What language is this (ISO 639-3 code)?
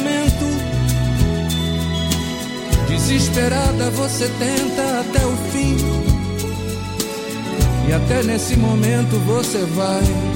por